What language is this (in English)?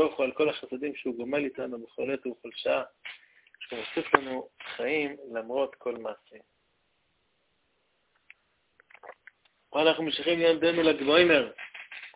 Hebrew